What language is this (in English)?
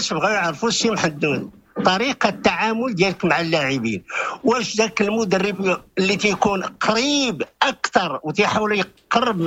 Moroccan Arabic